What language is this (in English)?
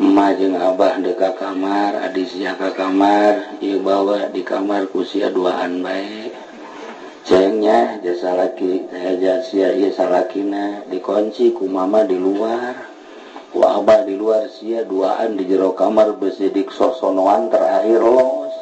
Sundanese